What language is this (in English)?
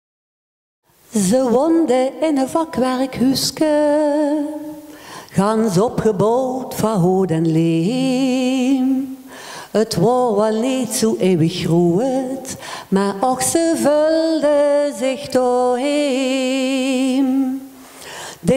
Dutch